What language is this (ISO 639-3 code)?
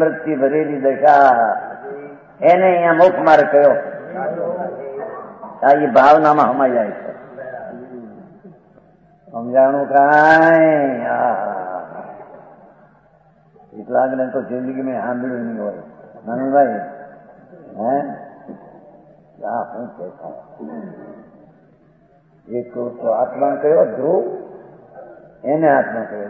guj